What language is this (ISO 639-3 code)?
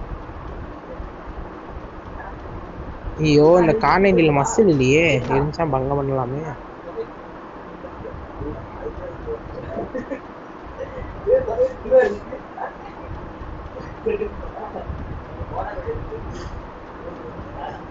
tam